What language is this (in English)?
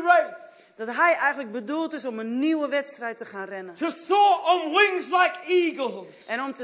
Dutch